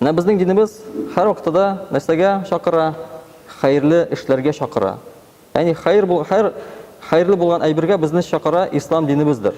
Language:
Tatar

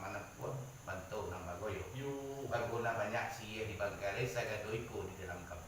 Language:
Minangkabau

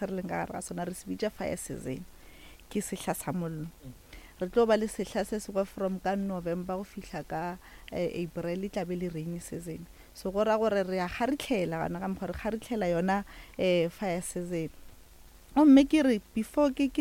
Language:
Northern Sotho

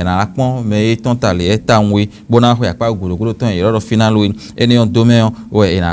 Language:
Fon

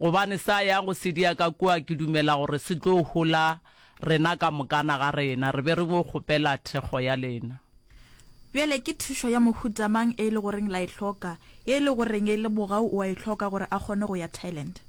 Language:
Northern Sotho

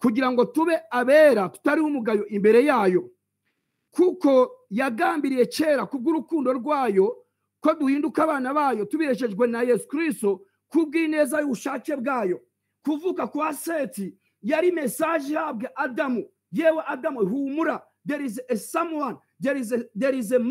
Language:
Kinyarwanda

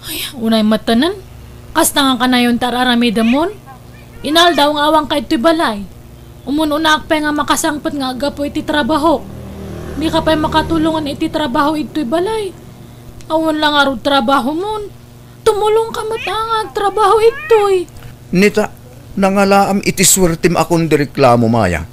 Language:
Iloko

